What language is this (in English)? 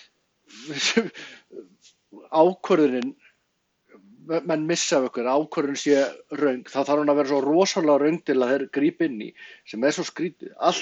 Icelandic